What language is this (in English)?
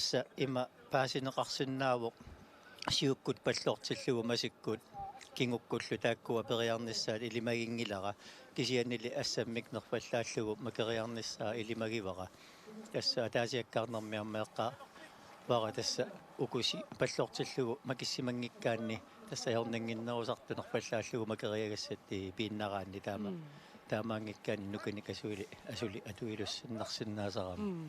Kalaallisut